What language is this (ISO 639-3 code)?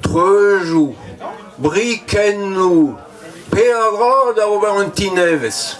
bre